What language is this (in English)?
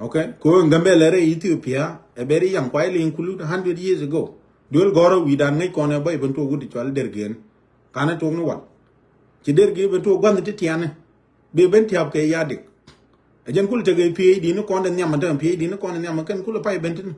Nuer